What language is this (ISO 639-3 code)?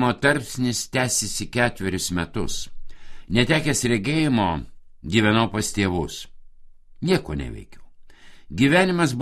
lit